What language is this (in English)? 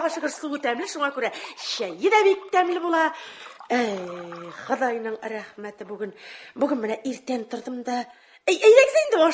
Tatar